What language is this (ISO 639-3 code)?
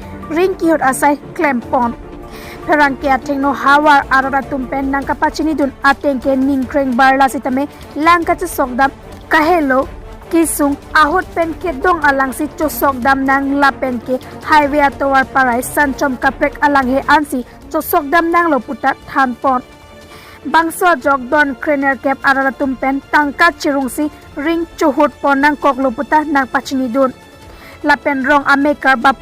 mjw